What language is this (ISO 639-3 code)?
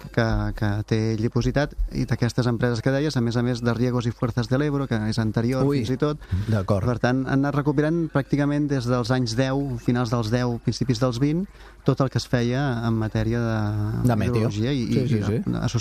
cat